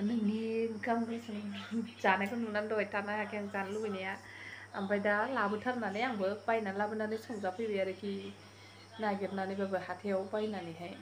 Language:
Bodo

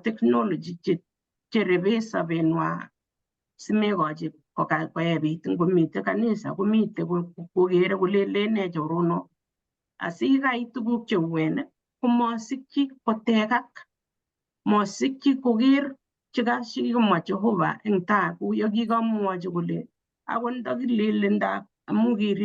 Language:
Kalenjin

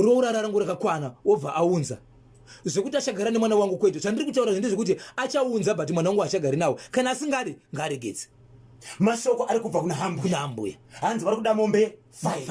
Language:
Shona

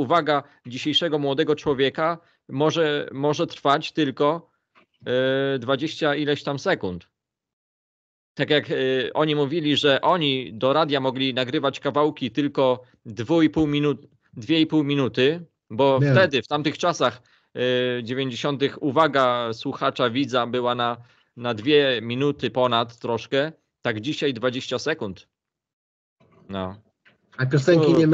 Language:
Polish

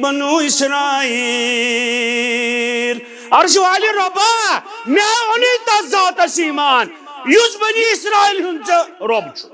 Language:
Kashmiri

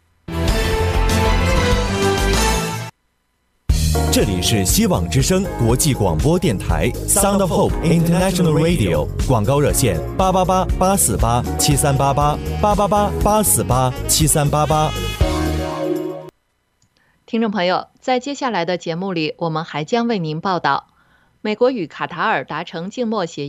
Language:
Chinese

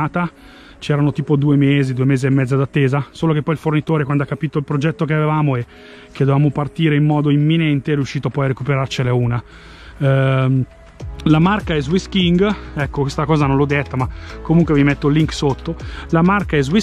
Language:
Italian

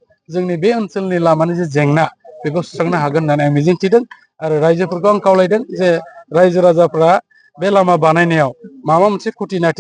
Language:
Bodo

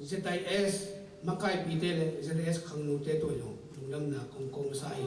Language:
Tedim Chin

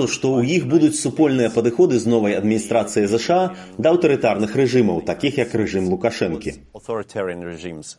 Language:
Belarusian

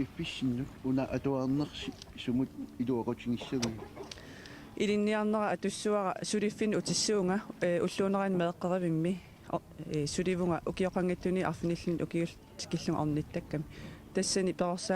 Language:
Kalaallisut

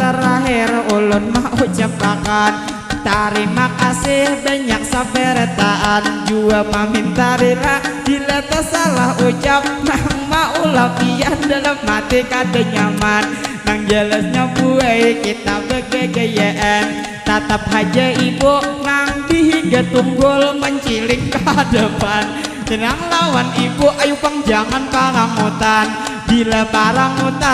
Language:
Banjar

